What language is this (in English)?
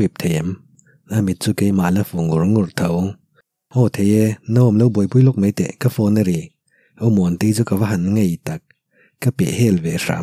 Mizo